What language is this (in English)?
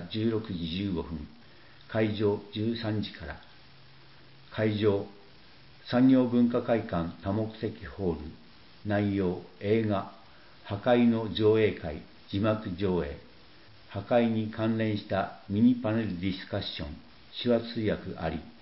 Japanese